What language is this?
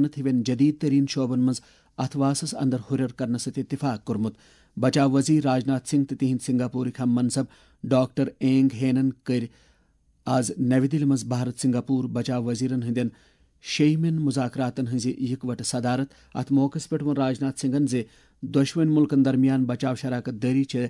Kashmiri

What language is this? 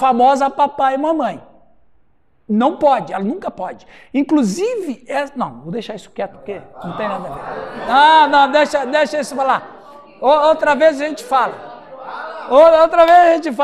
Portuguese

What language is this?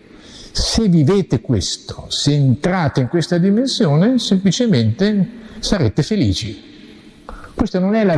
Italian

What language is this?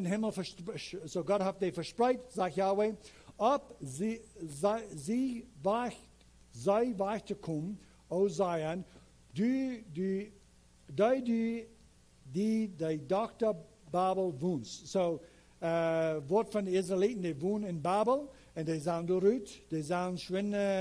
Plautdietsch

